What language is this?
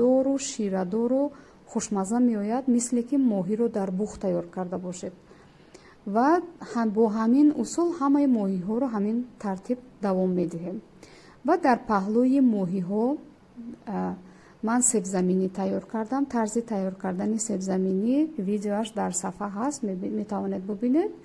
Tajik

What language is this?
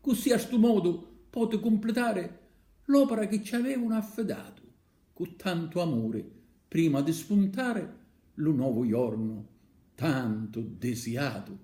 Sicilian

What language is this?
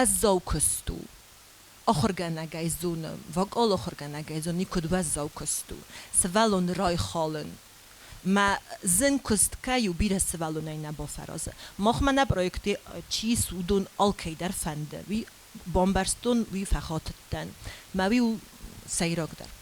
Ossetic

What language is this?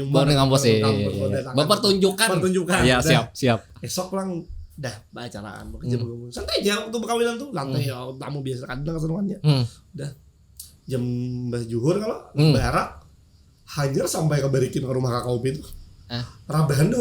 Banjar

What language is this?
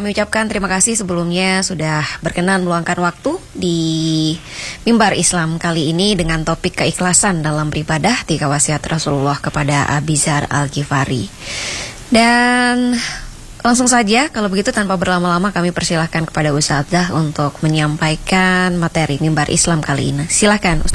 Indonesian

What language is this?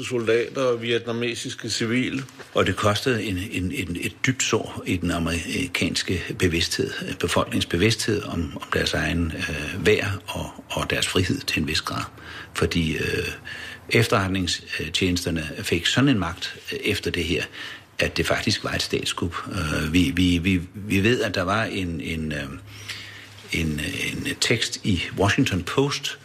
Danish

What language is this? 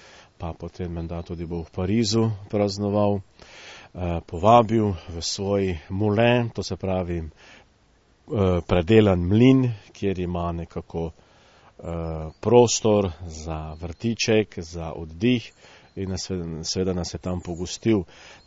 Slovenian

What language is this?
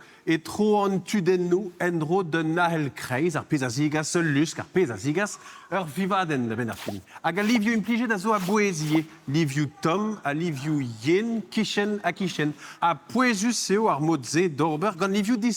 Breton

